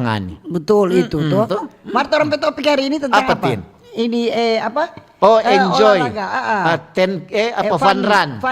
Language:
Manado Malay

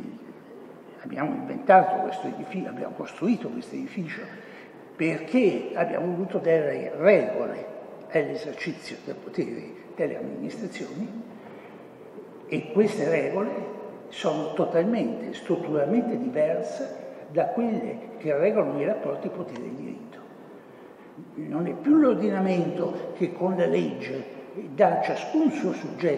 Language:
Italian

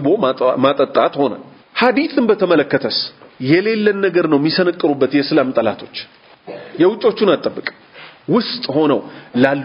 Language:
Amharic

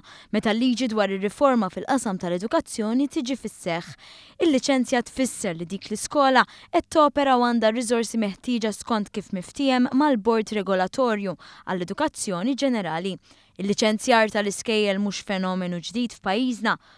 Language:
Maltese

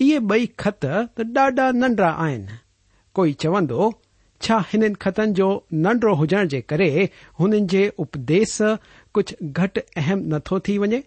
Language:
Sindhi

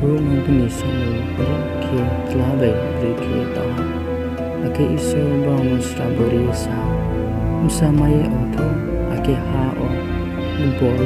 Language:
Riang (India)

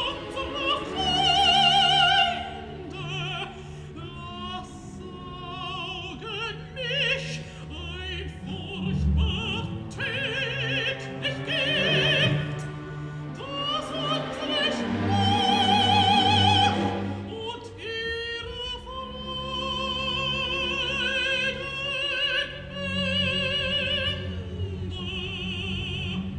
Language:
German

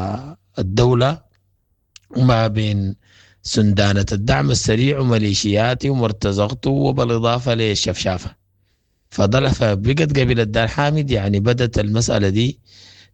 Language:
Sudanese Arabic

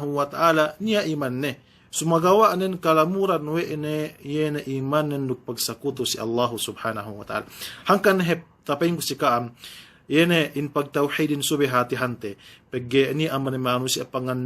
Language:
Yakan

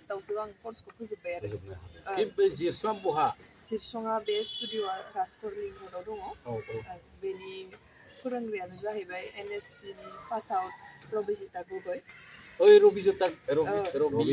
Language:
Bodo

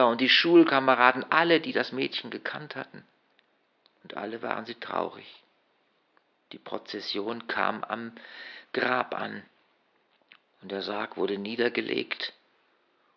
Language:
German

